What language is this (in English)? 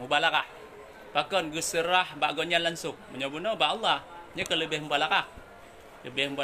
Achinese